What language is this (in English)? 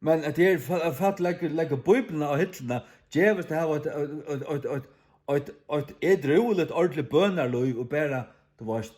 Faroese